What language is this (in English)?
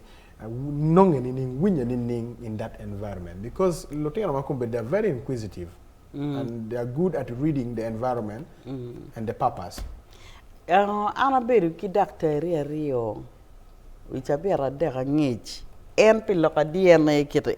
Acoli